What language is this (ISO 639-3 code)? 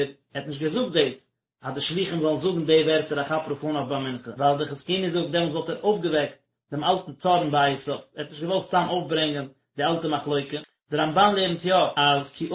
yid